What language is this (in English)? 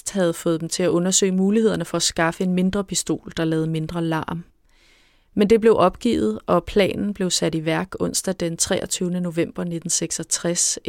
Danish